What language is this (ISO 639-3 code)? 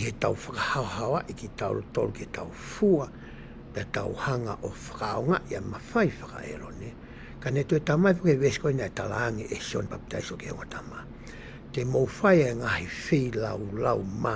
ton